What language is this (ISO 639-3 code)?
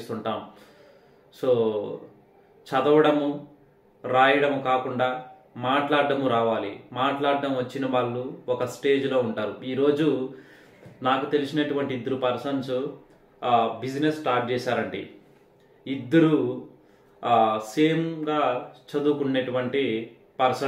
tel